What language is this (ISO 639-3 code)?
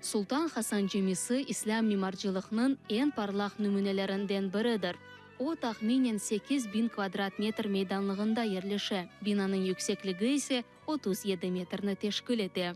crh